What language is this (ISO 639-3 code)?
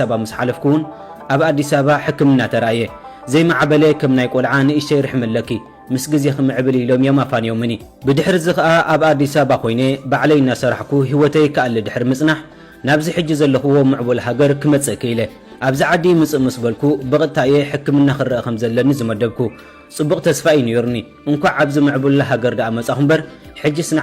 tir